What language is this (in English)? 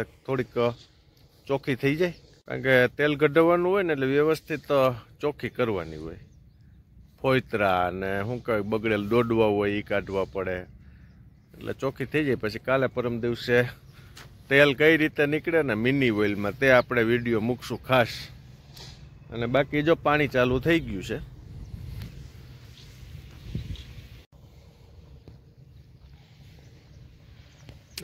Gujarati